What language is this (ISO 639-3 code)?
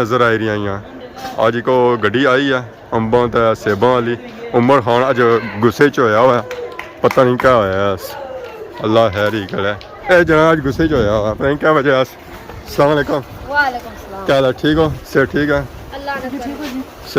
phr